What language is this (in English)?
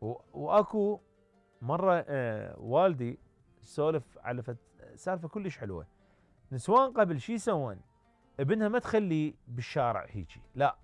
Mesopotamian Arabic